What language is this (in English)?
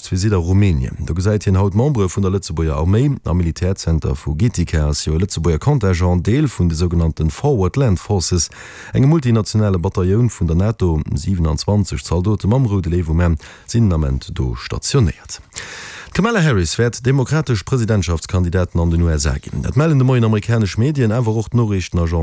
Luxembourgish